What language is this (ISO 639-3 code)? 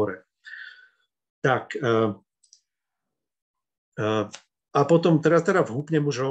slk